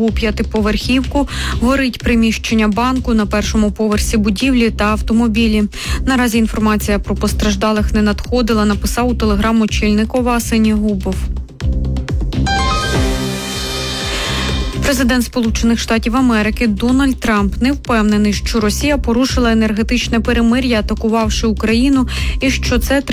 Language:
Ukrainian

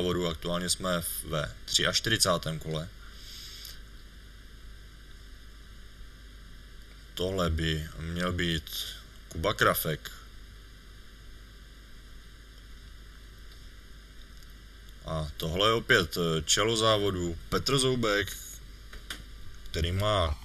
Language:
Czech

